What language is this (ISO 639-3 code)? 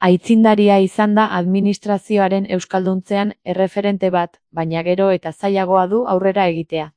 eus